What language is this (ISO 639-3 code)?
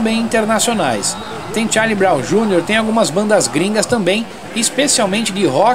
por